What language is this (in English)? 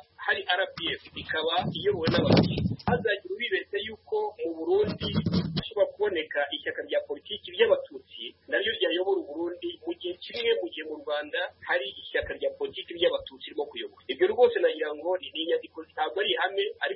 Kinyarwanda